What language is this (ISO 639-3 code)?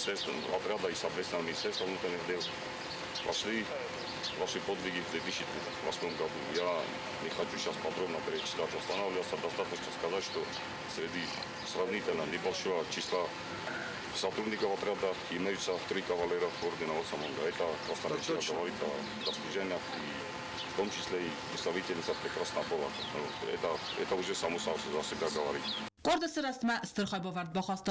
oss